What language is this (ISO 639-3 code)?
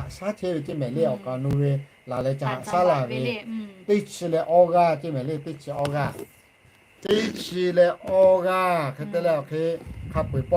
lhu